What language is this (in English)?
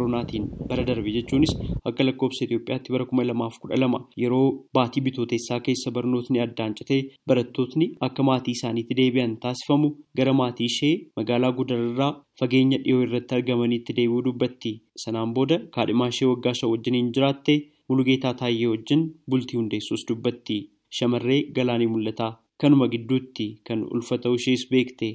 Oromo